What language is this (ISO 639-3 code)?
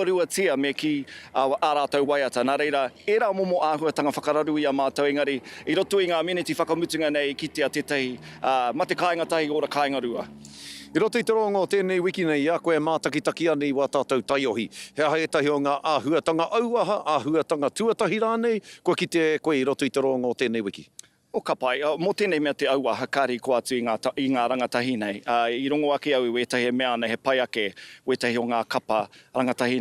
mri